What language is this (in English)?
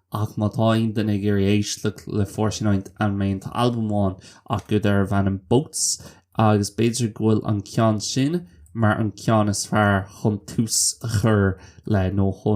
Irish